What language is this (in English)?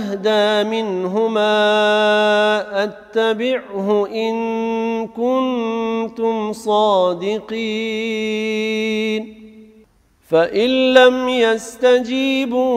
Arabic